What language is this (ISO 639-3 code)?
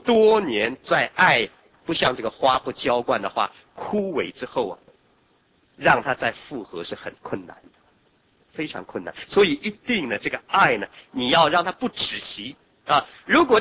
zho